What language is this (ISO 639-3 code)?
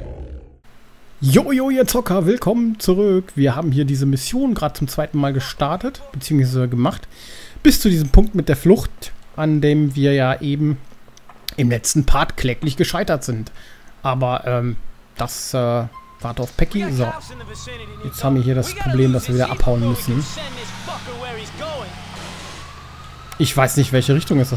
deu